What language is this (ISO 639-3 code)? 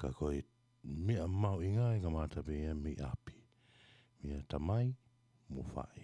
ton